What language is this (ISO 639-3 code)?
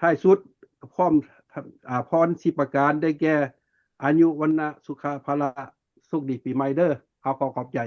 lao